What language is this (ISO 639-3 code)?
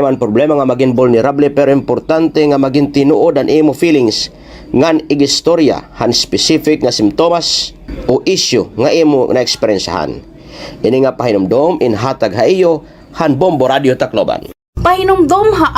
war